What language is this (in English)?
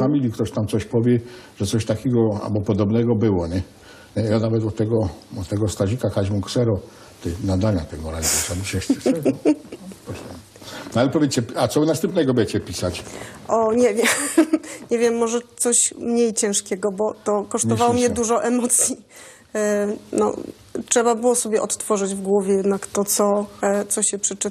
Silesian